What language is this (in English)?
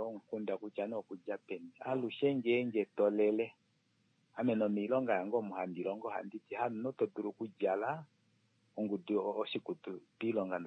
Kuanyama